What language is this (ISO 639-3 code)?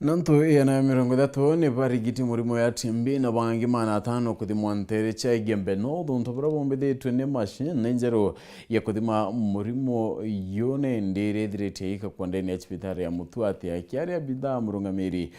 mer